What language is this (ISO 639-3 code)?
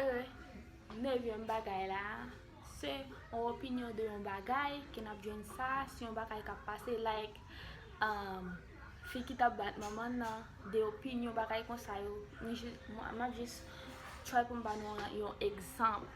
hat